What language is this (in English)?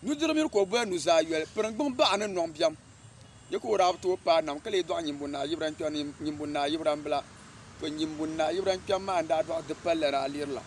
Dagbani